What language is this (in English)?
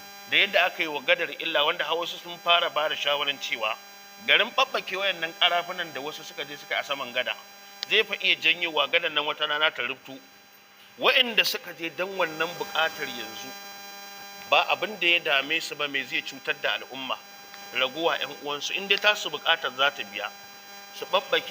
Hausa